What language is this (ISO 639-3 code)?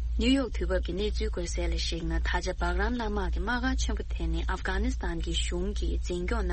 bod